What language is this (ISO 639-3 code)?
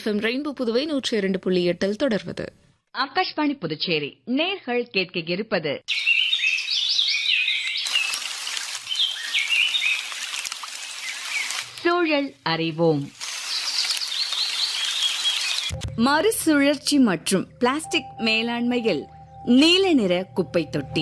tam